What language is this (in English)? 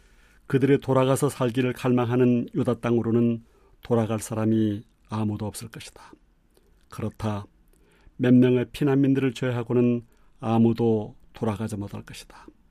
Korean